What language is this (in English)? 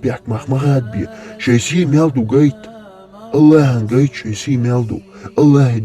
Chechen